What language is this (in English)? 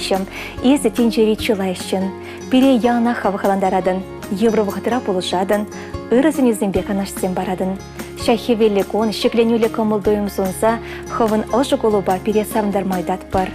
Chuvash